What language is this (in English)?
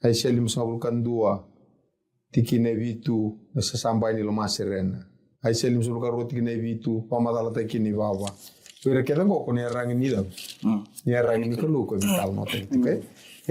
Fijian